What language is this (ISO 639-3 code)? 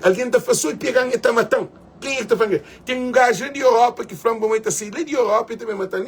kea